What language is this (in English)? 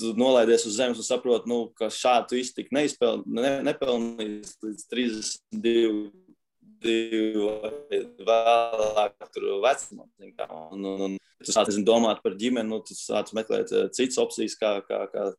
Latvian